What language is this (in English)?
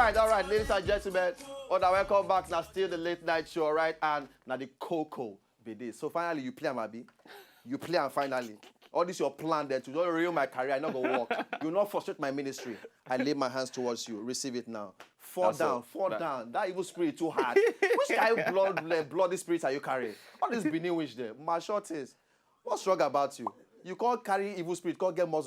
Nigerian Pidgin